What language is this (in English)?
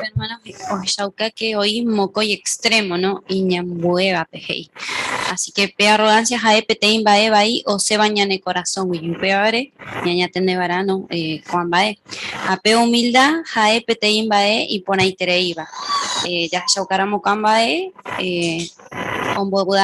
Guarani